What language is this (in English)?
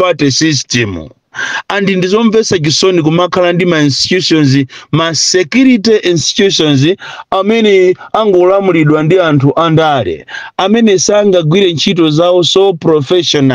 Nyanja